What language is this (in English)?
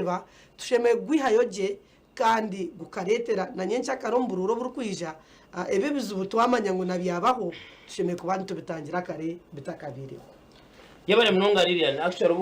Nyankole